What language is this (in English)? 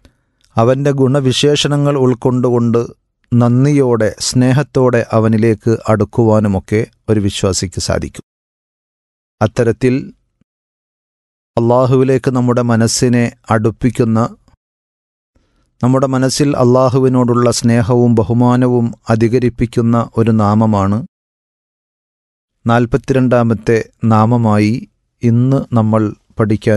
Malayalam